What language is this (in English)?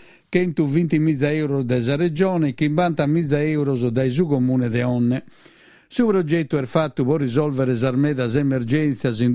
Sardinian